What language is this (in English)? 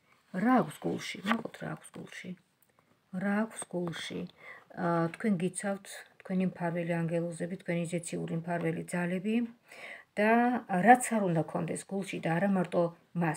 Georgian